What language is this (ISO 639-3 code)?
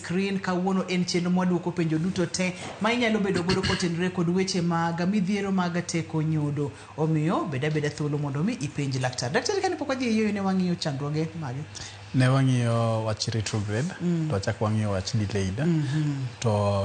luo